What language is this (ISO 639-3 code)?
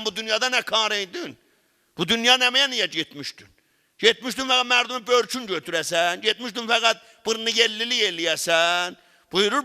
azb